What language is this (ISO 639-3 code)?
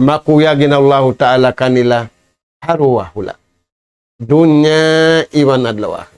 tsg